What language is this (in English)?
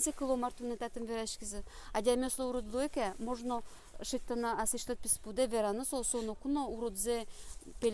Udmurt